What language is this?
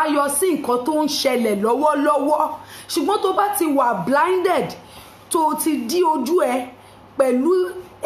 Yoruba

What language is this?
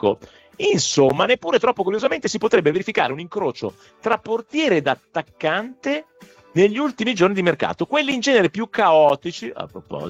Italian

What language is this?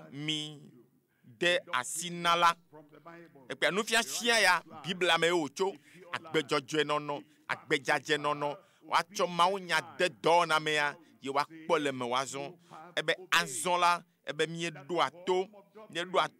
Ewe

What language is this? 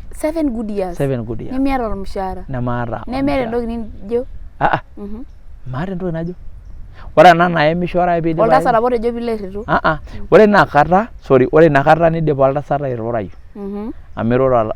Masai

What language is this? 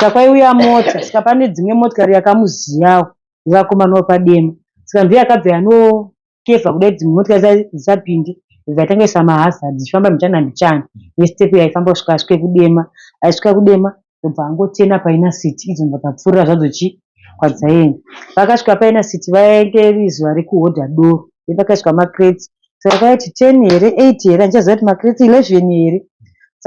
Shona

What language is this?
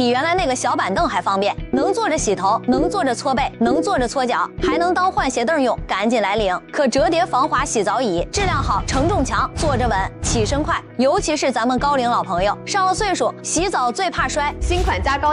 Chinese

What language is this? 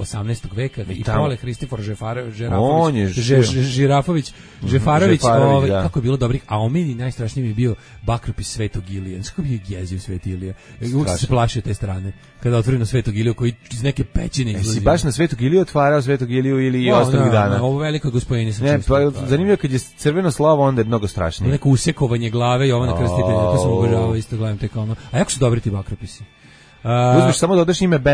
Serbian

